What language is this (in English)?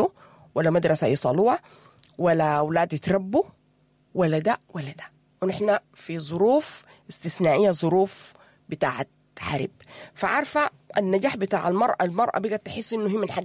Sudanese Arabic